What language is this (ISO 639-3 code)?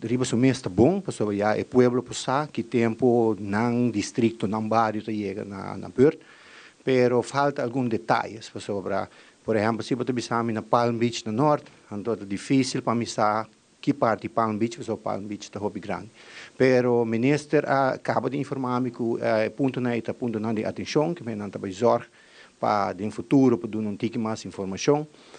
pap